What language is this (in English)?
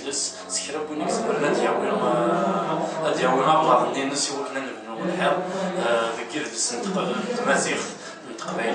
Kabyle